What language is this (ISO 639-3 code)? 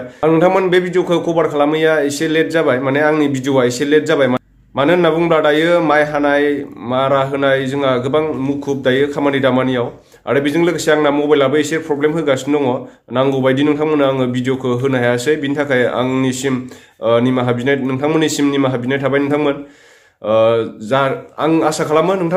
brx